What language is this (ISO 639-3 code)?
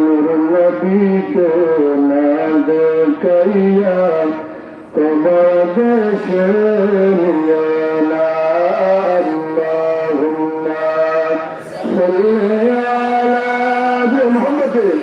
syl